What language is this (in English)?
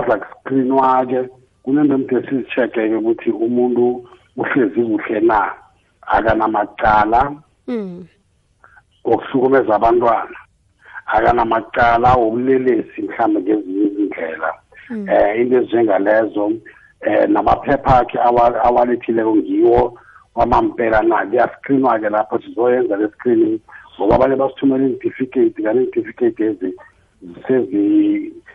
South Ndebele